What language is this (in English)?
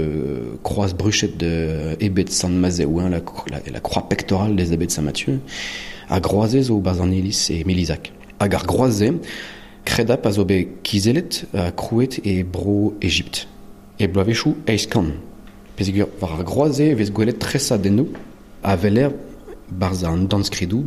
Breton